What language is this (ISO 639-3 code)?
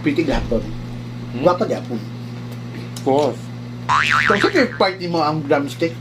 ceb